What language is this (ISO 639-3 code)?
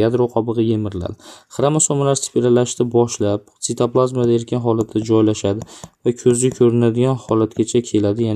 uzb